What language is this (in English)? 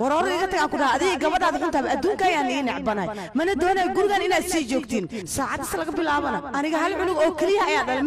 Somali